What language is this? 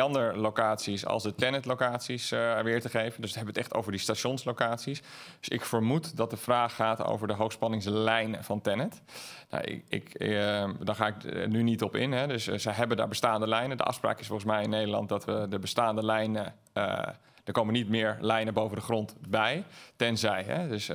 Dutch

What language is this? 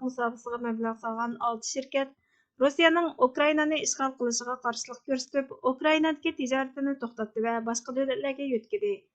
Uyghur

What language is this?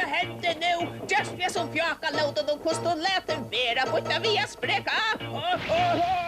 Faroese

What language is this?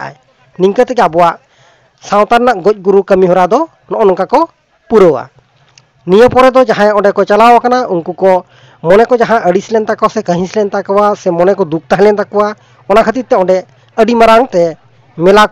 Santali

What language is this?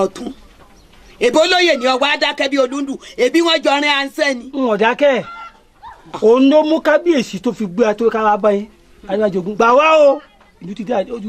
Yoruba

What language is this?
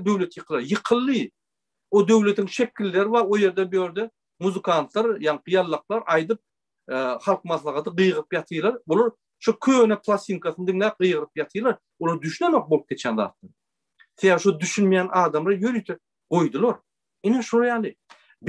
Turkmen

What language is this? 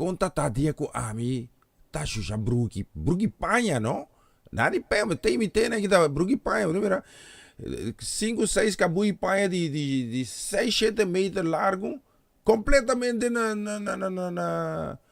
Papiamento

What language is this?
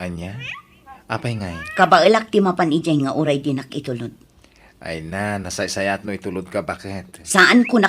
Iloko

